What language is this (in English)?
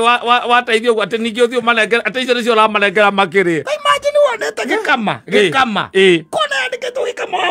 Kikuyu